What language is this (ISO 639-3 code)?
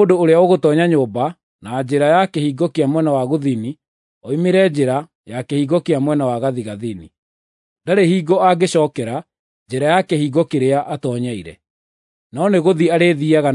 kik